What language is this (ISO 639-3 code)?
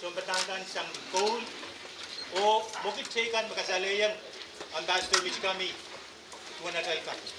pon